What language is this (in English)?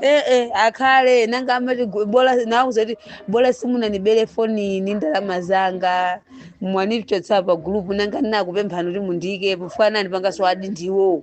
Nyanja